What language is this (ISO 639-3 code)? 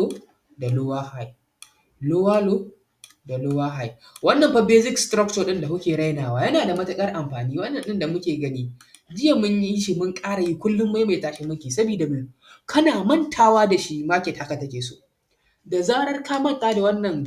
hau